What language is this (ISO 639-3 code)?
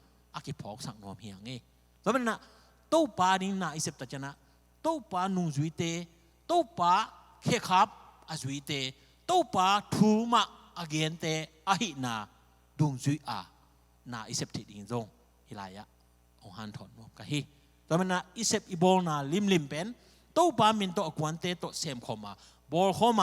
ctd